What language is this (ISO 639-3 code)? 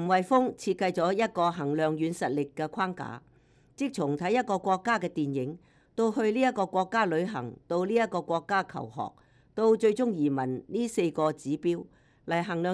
yue